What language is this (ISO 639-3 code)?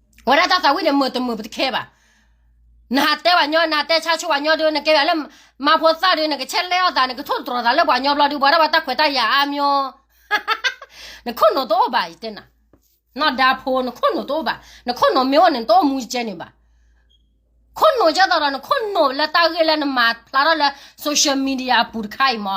ksw